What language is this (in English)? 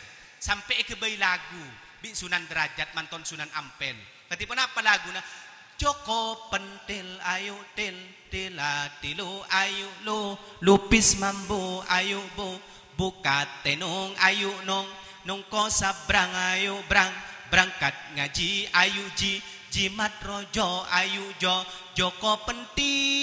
Madurese